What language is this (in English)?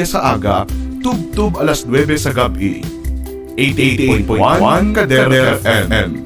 Hiligaynon